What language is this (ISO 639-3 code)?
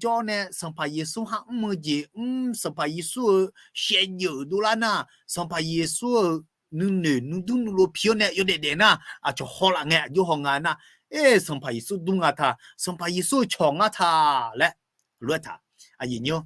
ahk